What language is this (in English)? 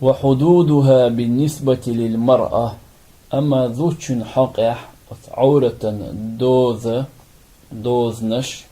Chechen